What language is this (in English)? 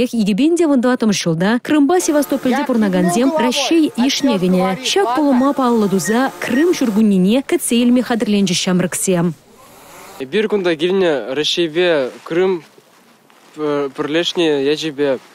Chuvash